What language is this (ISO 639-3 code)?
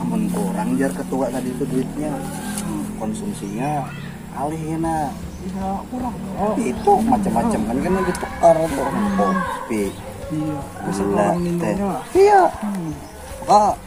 bjn